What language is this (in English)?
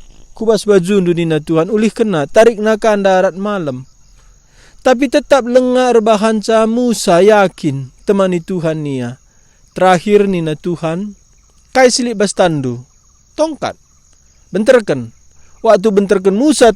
Batak Karo